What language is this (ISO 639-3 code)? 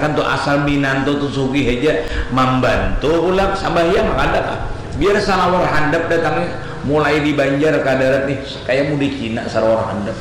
bjn